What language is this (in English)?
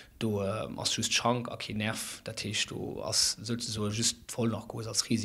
Luxembourgish